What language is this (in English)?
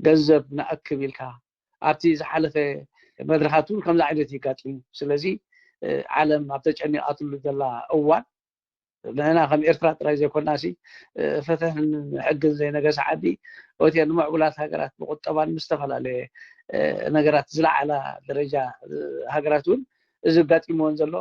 Tigrinya